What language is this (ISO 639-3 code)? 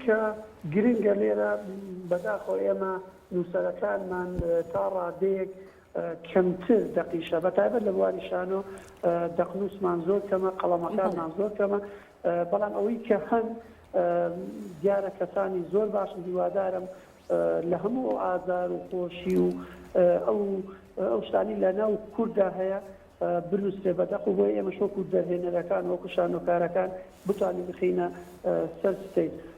ckb